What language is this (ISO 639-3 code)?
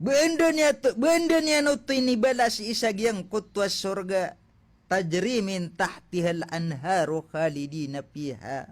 mrw